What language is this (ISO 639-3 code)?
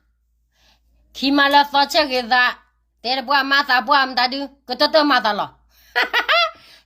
ksw